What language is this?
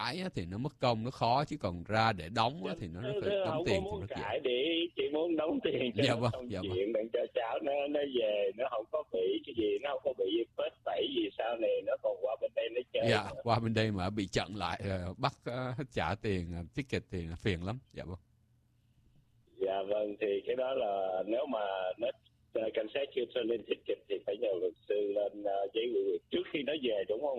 Vietnamese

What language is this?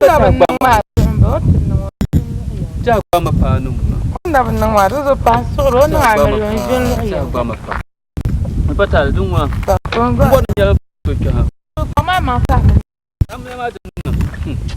Dagbani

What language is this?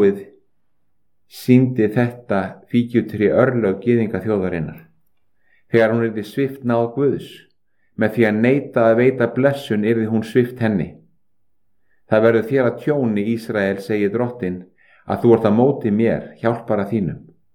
Icelandic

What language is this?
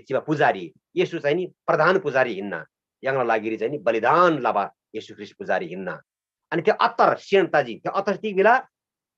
Eastern Tamang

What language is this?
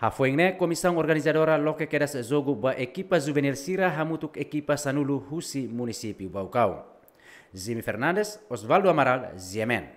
Tetum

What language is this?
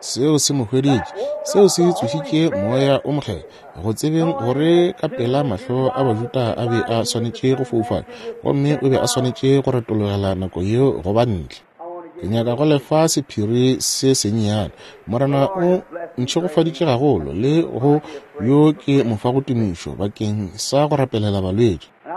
Northern Sotho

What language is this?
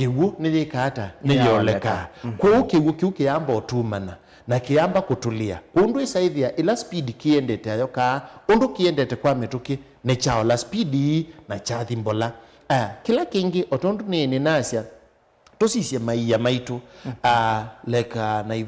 Kamba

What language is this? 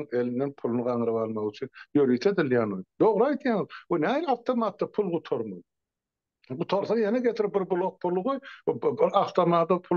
Turkmen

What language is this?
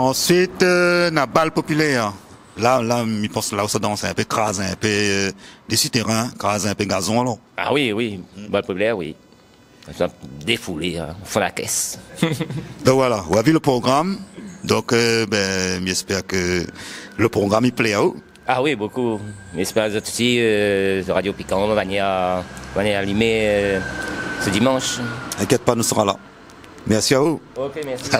Réunion Creole French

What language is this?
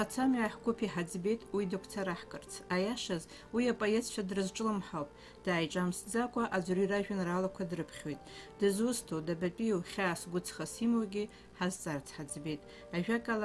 Abkhazian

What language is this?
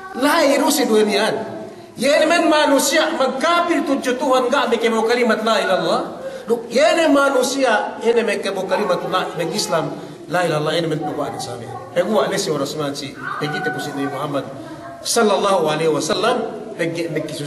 Yakan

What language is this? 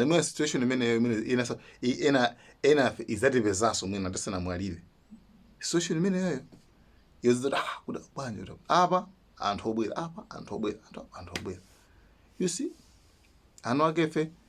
Nyanja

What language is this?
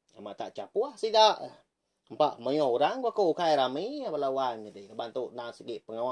Iban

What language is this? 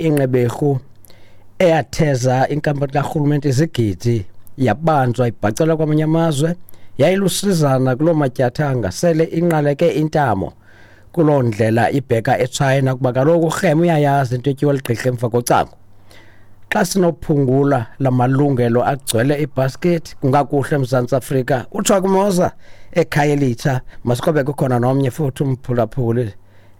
Xhosa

